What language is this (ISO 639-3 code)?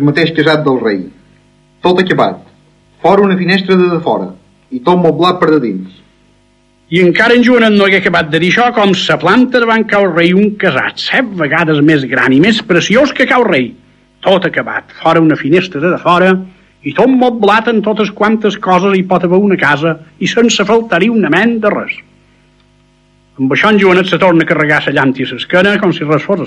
cat